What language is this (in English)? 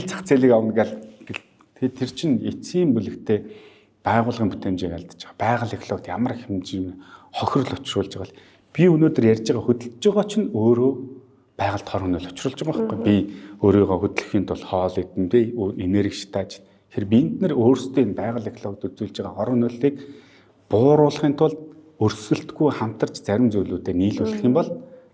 Mongolian